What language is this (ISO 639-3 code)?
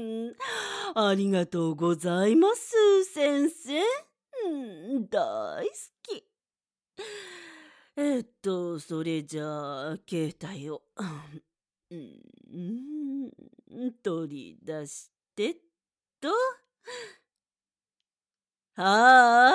jpn